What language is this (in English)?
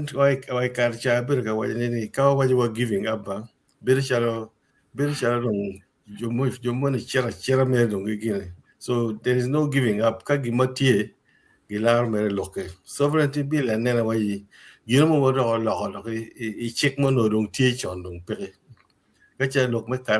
Acoli